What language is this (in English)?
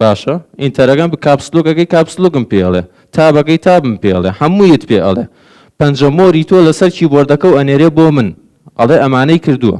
Central Kurdish